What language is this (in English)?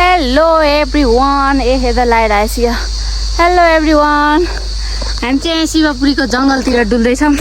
Nepali